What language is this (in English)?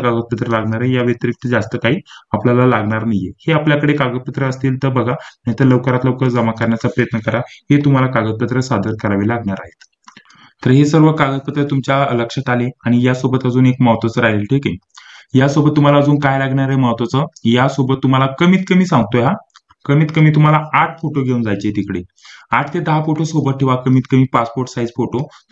Marathi